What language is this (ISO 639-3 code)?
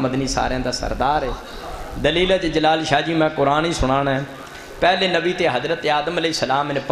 skr